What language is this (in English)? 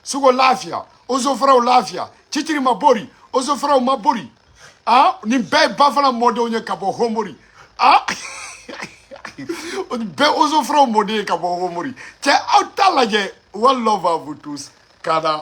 Bambara